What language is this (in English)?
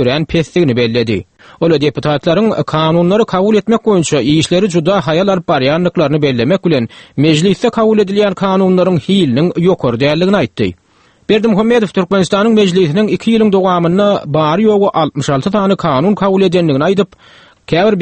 Turkmen